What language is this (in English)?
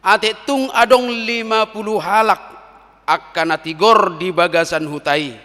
Batak Toba